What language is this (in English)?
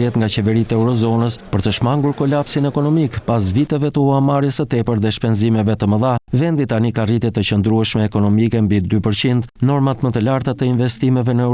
Albanian